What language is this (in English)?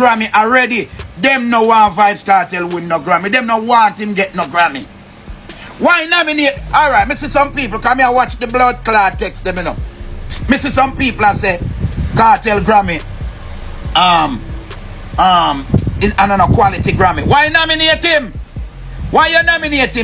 Jamaican Creole English